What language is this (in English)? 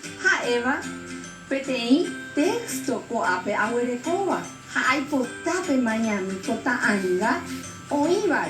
Guarani